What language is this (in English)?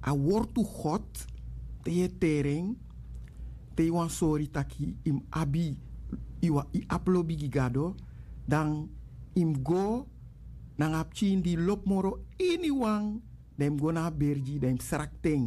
Sranan Tongo